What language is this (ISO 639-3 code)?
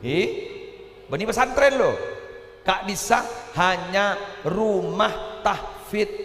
mad